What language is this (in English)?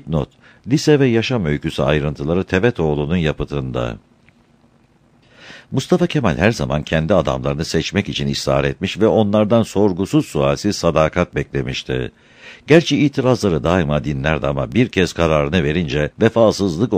Turkish